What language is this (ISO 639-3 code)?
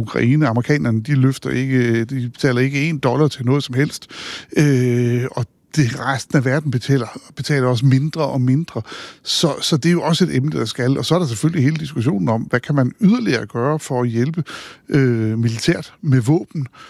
dan